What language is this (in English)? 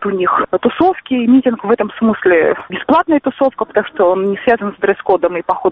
Russian